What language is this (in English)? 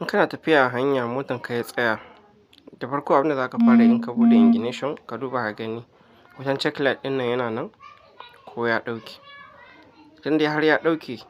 Hausa